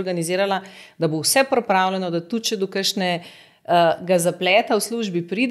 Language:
Slovenian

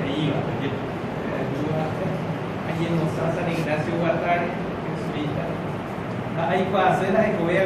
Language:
Guarani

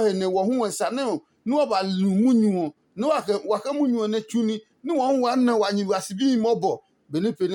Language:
Adangme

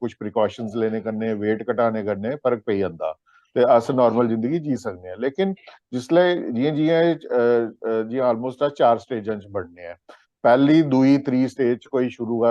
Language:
Dogri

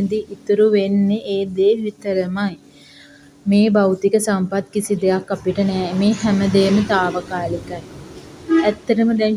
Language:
Sinhala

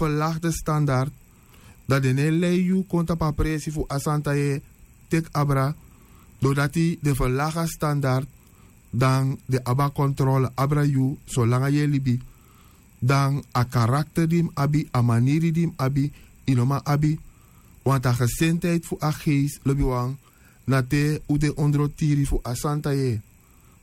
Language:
Sranan Tongo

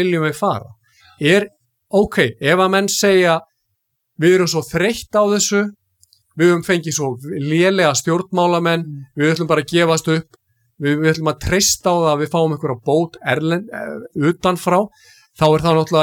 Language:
Icelandic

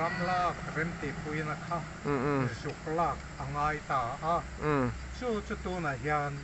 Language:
Mizo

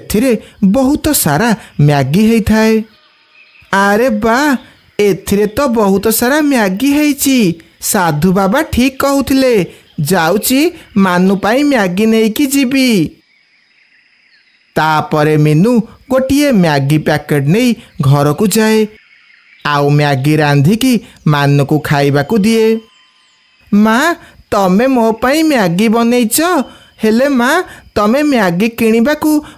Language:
Odia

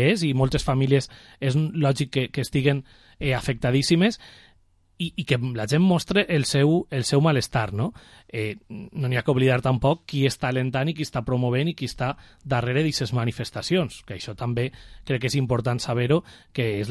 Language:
Catalan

